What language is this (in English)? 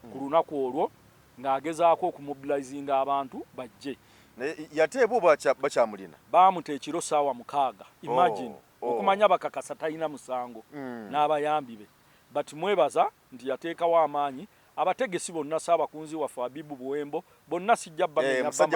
Ganda